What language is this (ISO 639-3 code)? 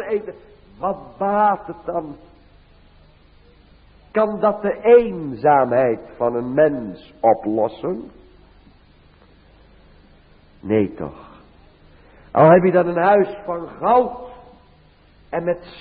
nld